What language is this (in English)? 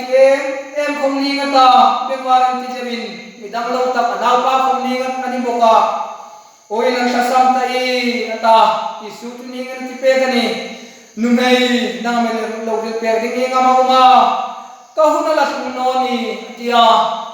Hmar